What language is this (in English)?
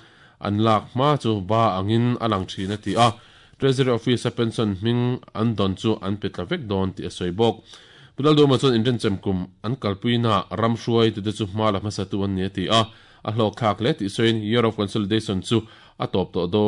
Mizo